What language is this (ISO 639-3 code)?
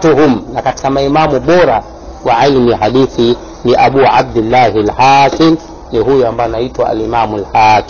swa